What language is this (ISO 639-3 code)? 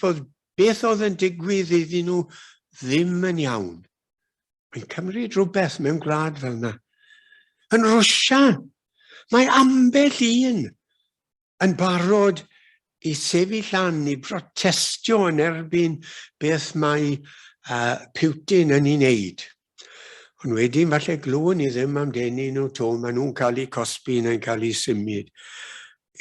cym